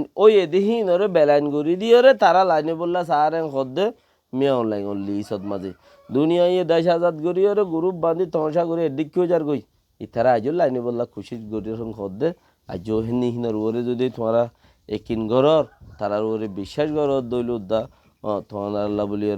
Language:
Rohingya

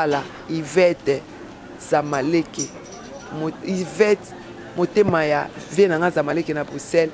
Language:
Lingala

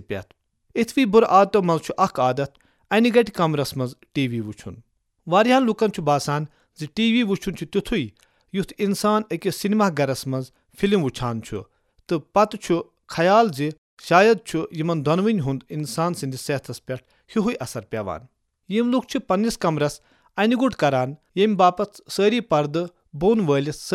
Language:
Kashmiri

